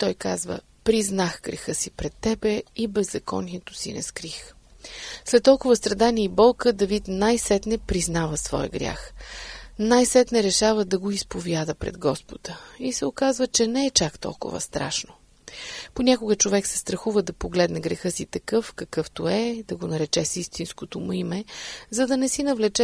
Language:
Bulgarian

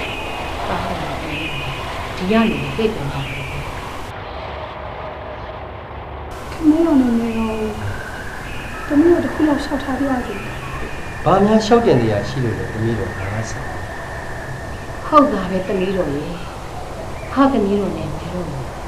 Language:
Burmese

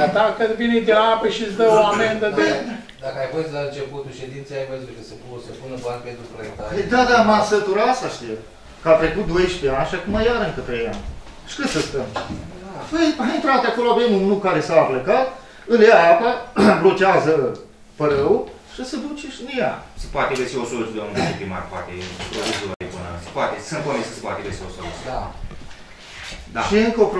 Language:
Romanian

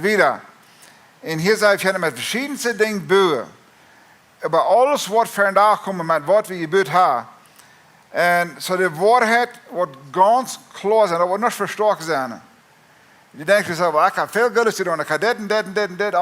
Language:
Plautdietsch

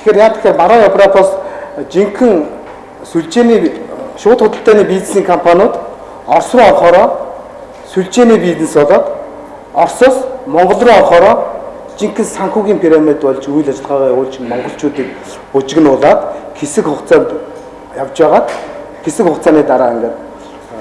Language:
Mongolian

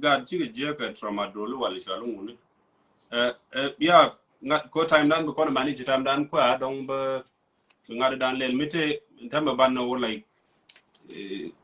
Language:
Nuer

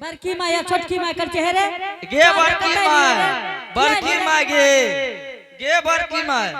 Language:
Angika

